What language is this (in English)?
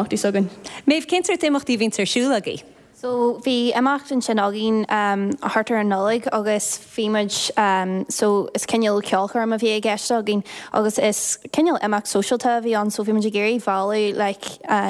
Irish